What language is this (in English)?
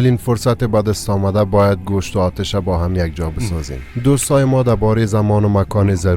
Persian